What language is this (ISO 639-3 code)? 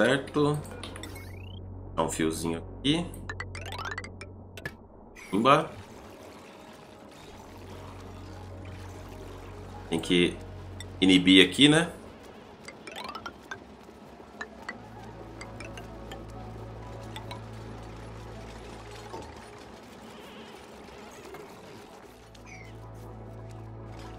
por